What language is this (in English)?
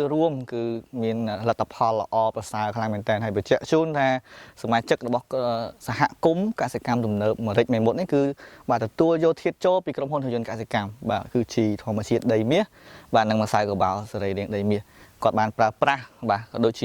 Khmer